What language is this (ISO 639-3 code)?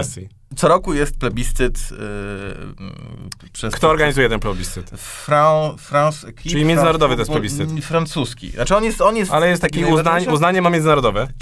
pol